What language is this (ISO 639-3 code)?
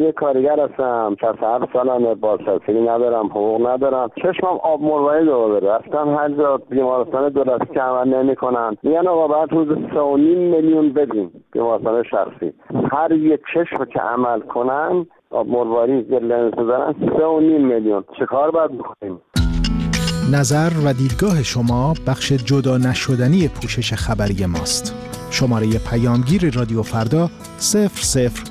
fas